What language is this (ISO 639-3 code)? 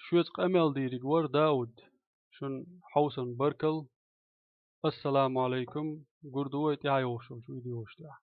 che